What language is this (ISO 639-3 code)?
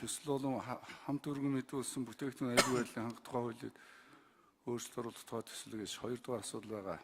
mon